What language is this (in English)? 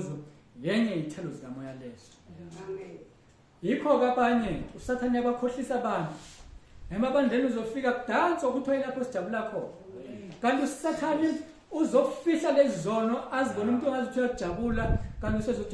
Zulu